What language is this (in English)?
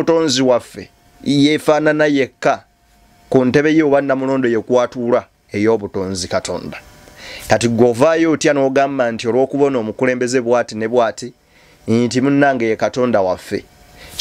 Ganda